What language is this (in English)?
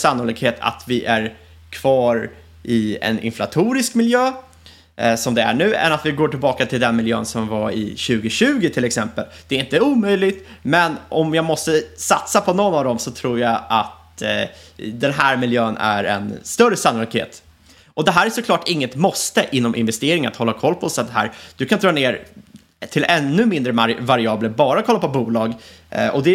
Swedish